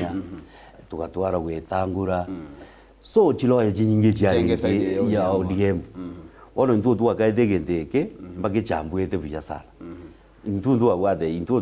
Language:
Gusii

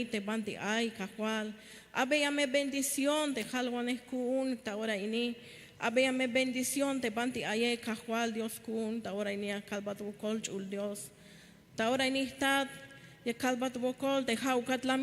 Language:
Tzeltal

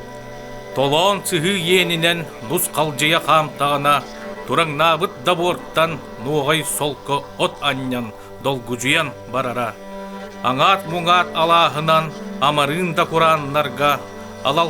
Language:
Yakut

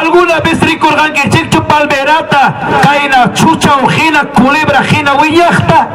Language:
Ayacucho Quechua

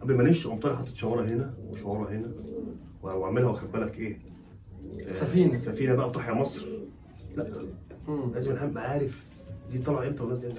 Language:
Egyptian Arabic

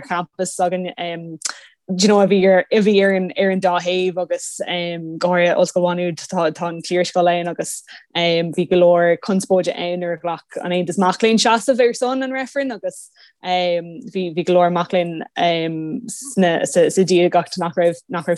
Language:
Irish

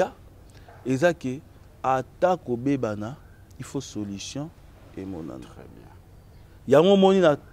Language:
Lingala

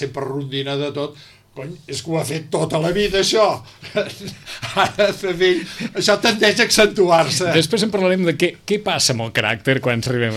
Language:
Catalan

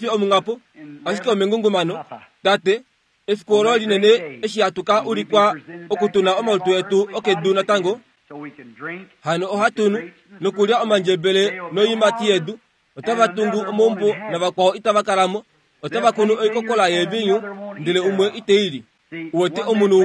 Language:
Kuanyama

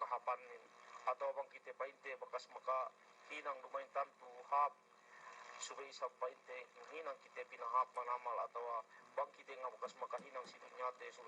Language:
Yakan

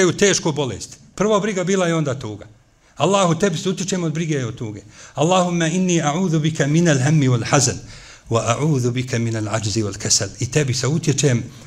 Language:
Bosnian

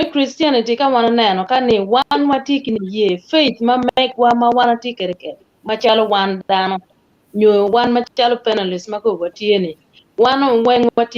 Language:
Acoli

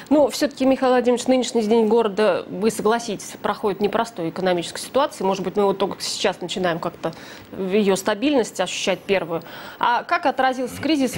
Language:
Russian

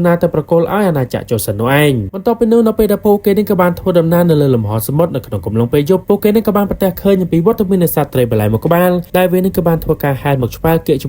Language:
Khmer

